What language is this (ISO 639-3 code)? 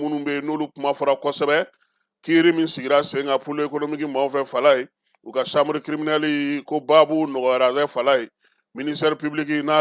bam